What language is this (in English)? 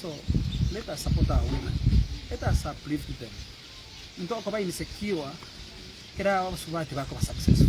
Gusii